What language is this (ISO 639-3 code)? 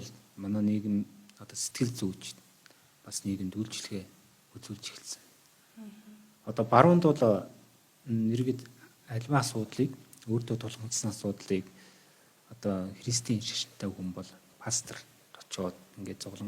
mon